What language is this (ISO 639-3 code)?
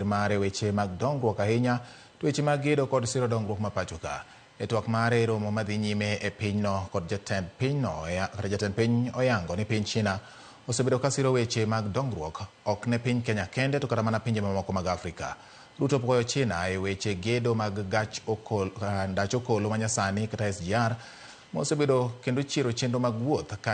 luo